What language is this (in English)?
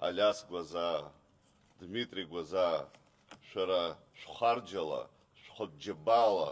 Abkhazian